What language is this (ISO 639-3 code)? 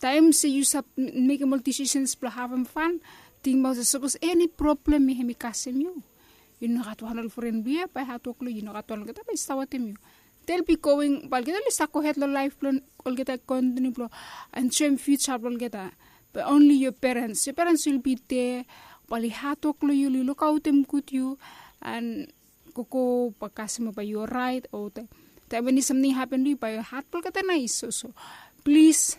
bis